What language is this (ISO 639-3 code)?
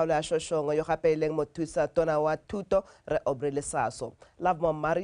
tsn